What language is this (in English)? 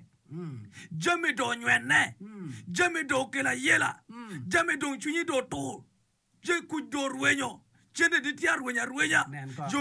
Acoli